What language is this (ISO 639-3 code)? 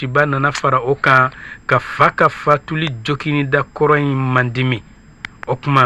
bam